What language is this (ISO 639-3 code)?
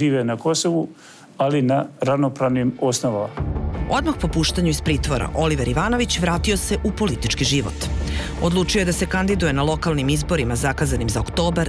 srp